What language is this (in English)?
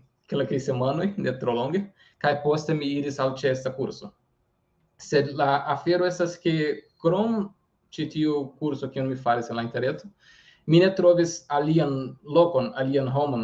Esperanto